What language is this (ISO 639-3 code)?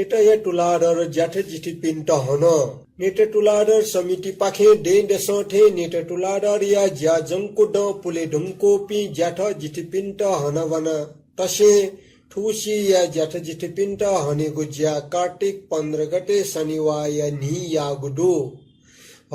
new